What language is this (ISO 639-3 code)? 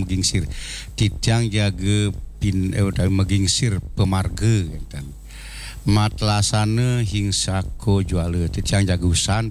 ban